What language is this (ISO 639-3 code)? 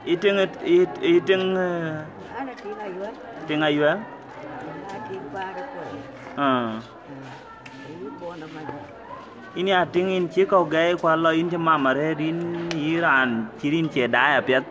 din